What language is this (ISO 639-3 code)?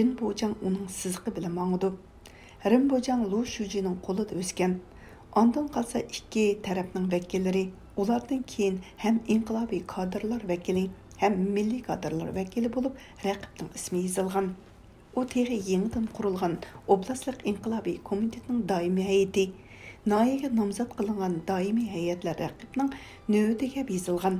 uig